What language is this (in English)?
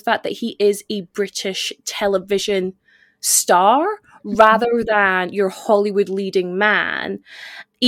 English